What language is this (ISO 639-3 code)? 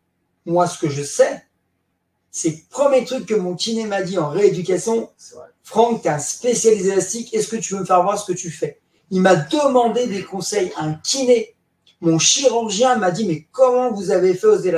fra